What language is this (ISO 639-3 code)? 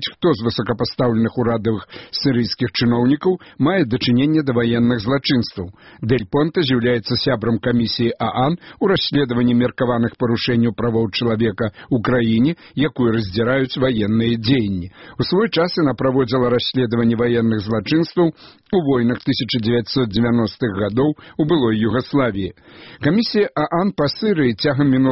bel